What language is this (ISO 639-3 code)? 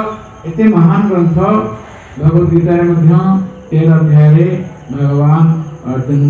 ori